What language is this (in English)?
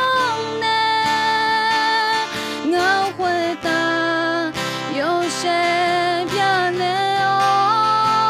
Akha